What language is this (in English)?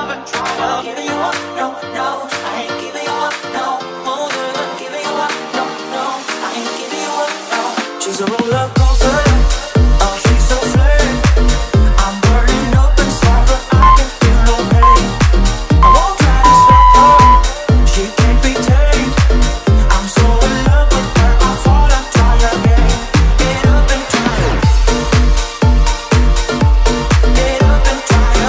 English